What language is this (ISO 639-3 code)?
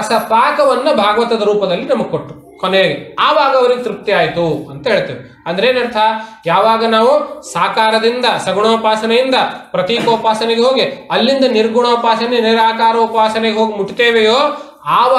kan